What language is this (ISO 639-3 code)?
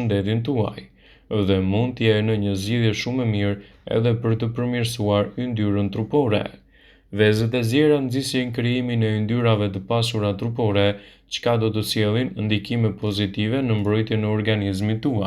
sqi